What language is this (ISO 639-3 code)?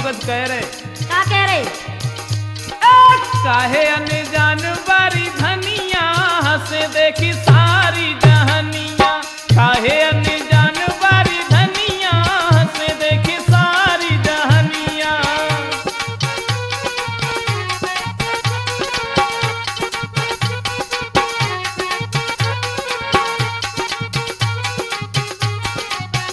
bho